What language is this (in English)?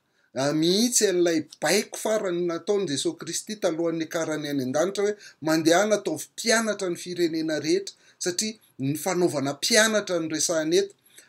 Malagasy